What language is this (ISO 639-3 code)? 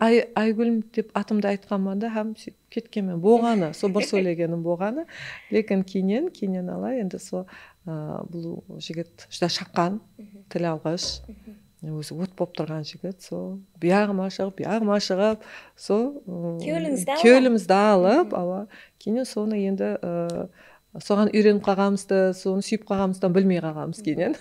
kaa